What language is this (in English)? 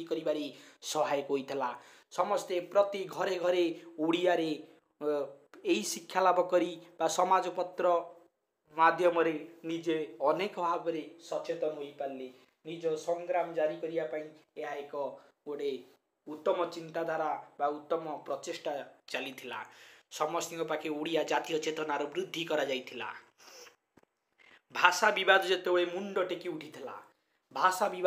Odia